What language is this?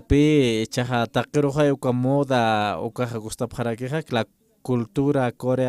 Aymara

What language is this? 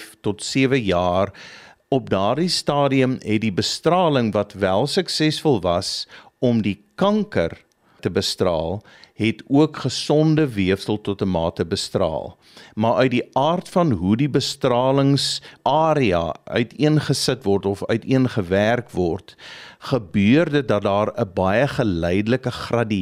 Afrikaans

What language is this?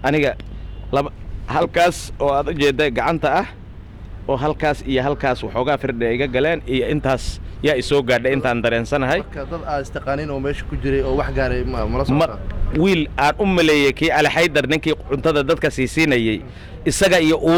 Somali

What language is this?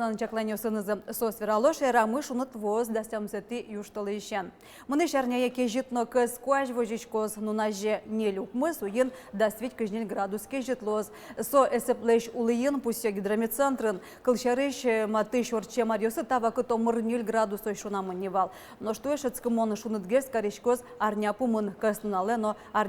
Udmurt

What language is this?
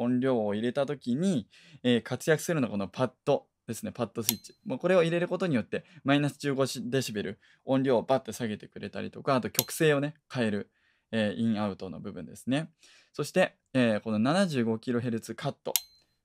Japanese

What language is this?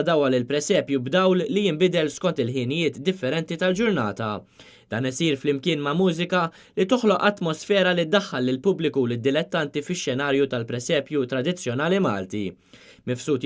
Maltese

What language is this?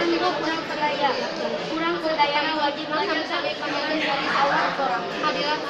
Sundanese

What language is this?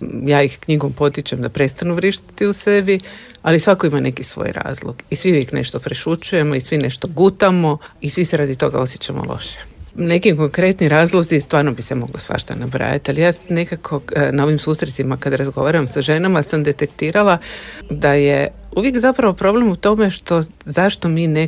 Serbian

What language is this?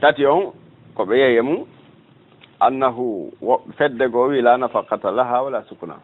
Fula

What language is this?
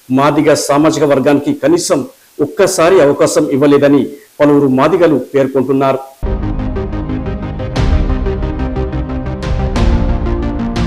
Telugu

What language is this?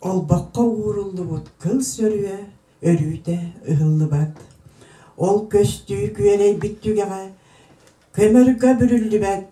Yakut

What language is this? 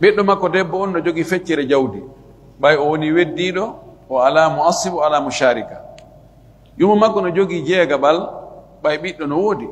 Fula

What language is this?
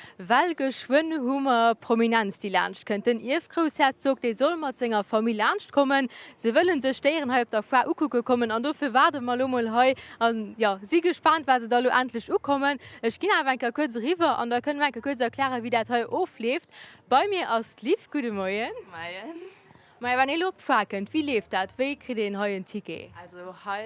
Luxembourgish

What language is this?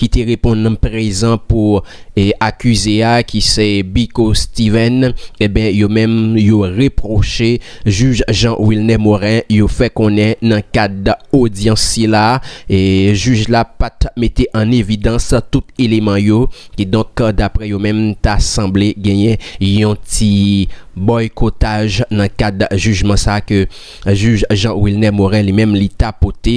Haitian Creole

